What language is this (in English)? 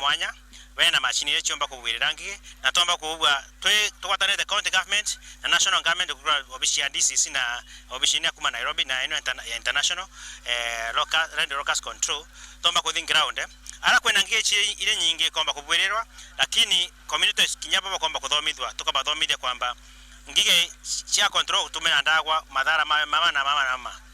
Meru